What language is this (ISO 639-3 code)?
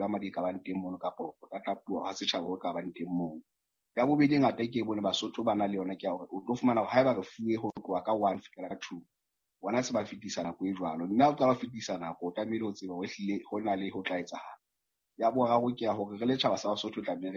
sot